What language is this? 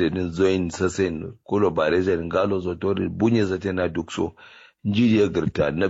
Kanuri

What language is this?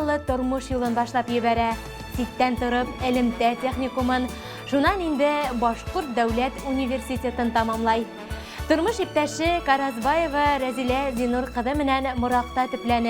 Bashkir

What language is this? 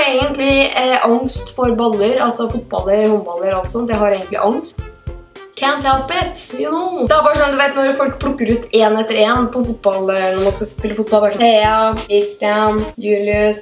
Norwegian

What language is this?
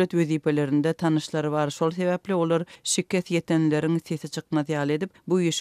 Turkmen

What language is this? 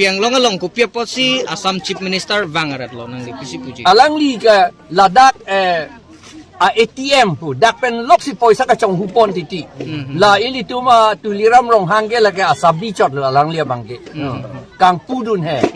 Karbi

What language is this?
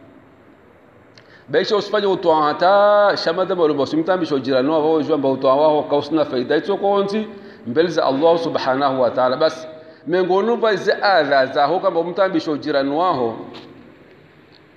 Swahili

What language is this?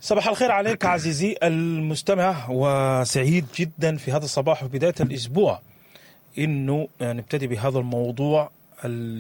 Sudanese Arabic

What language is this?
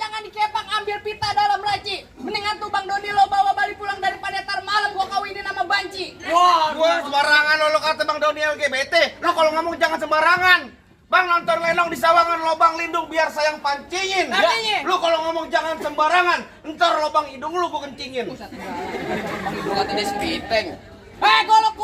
Betawi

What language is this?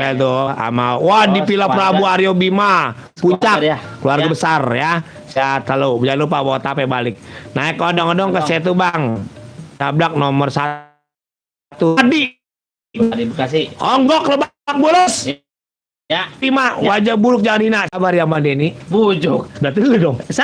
Betawi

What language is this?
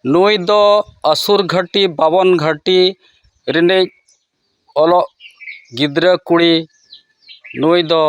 Santali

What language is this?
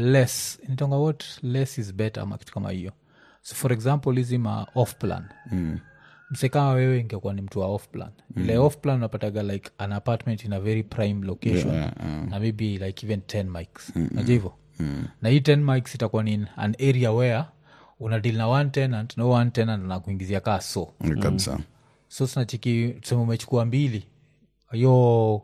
Swahili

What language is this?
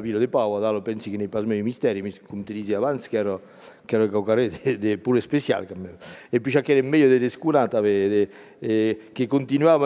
Occitan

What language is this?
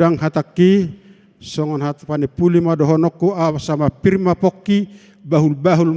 Batak Toba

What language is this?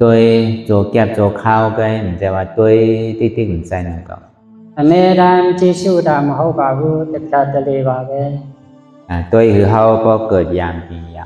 Shan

